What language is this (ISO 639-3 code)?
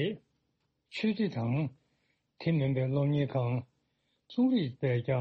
bod